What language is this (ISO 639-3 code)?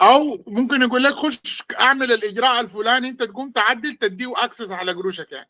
apd